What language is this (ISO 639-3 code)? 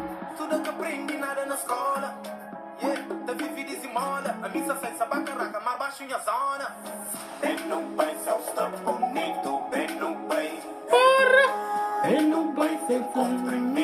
kea